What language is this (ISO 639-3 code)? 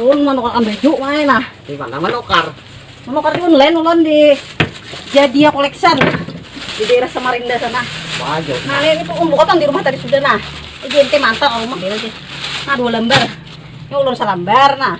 bjn